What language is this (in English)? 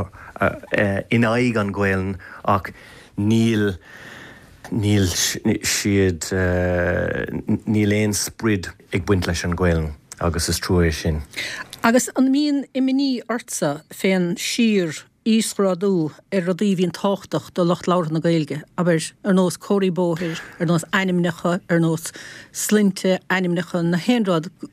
Irish